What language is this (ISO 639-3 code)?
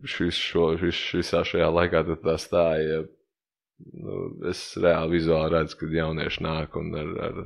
lav